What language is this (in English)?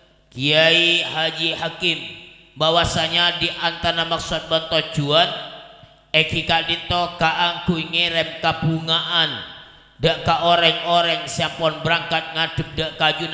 Madurese